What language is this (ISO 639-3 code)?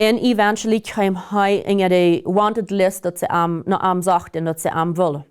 pdt